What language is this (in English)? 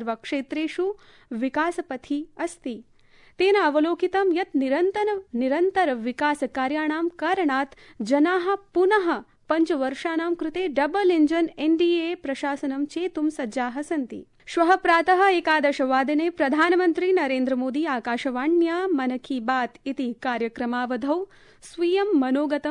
Sanskrit